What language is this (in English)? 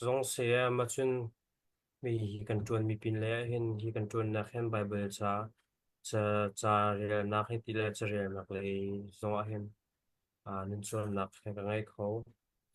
Hakha Chin